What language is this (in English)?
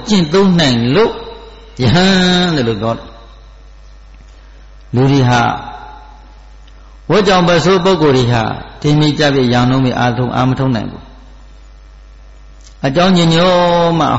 Burmese